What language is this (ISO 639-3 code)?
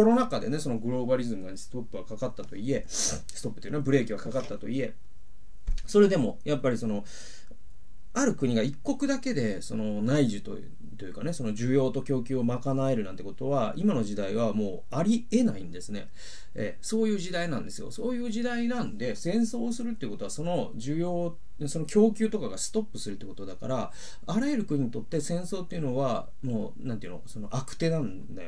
jpn